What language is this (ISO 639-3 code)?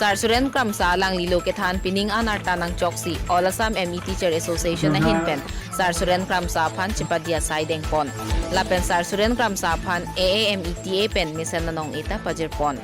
mjw